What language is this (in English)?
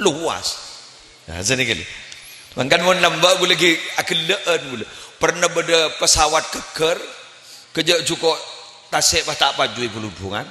Madurese